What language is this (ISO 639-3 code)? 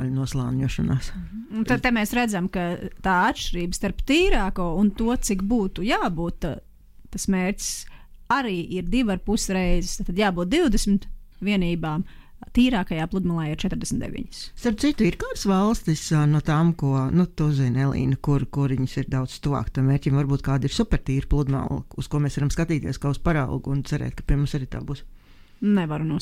lav